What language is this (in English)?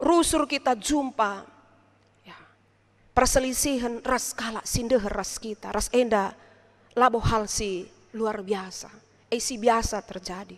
Batak Karo